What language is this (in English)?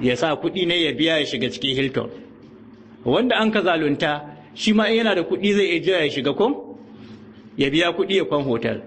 Hausa